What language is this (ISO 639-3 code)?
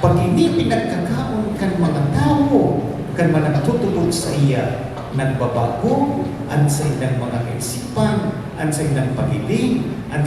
bik